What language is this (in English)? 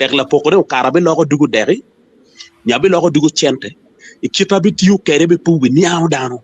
Acoli